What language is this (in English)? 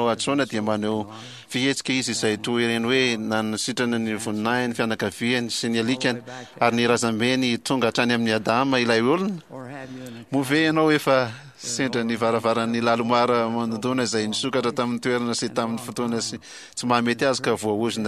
Malagasy